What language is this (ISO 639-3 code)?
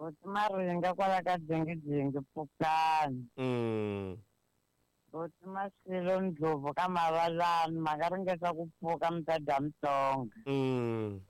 tso